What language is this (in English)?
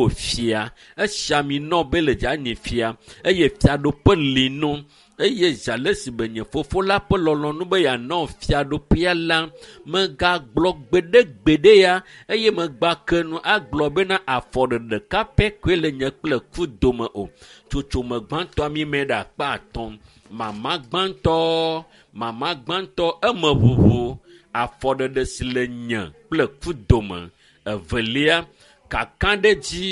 Ewe